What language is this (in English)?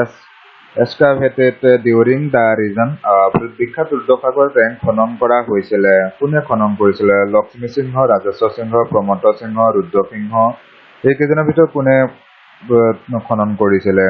Assamese